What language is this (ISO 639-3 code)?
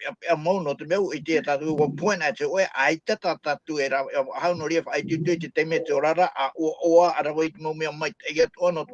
tah